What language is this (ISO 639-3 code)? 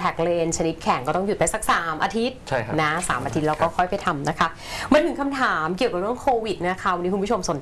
tha